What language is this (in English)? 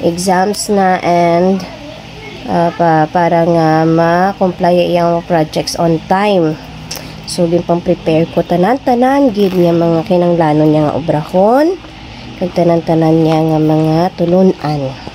Hiligaynon